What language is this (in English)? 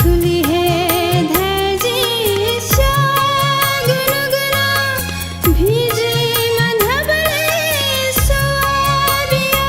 Newari